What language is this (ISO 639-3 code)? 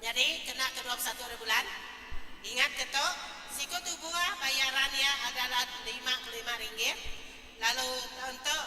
iba